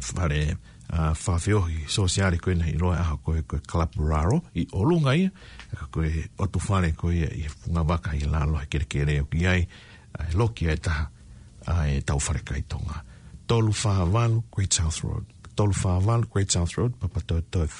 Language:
Tongan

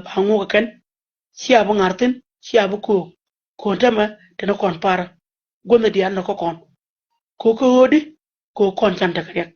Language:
Nuer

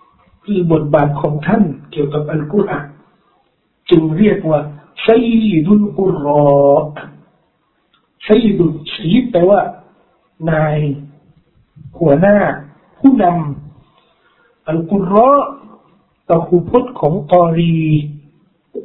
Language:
Thai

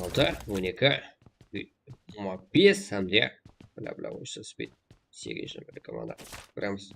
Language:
Kara-Kalpak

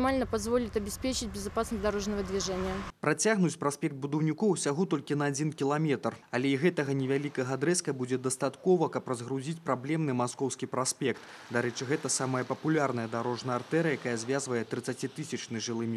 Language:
Belarusian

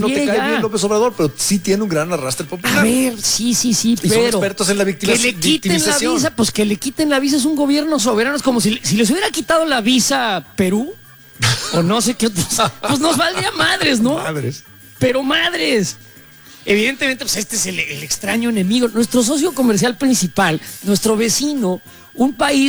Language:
Spanish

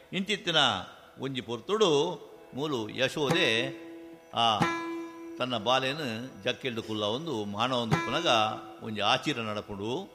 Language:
Tulu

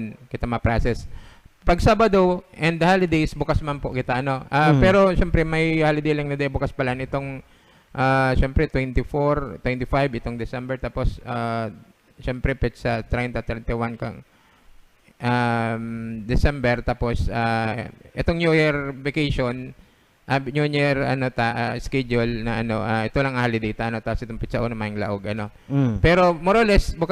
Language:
Bikol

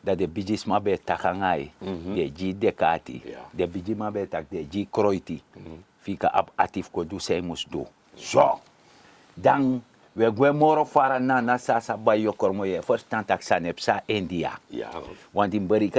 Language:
Sranan Tongo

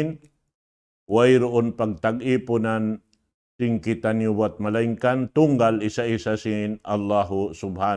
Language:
Tausug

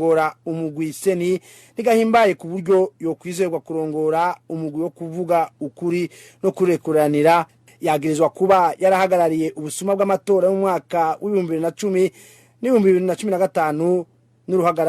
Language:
Rundi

